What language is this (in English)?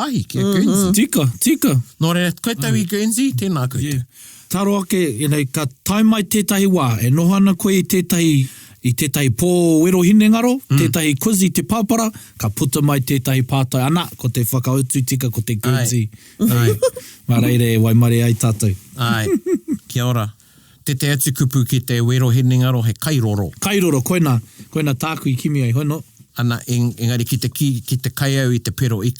Māori